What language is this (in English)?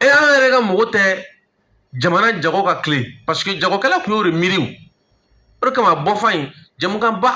Bambara